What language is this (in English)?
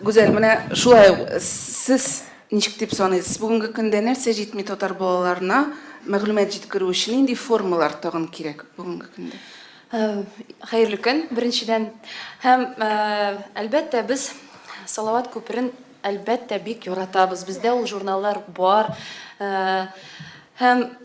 Tatar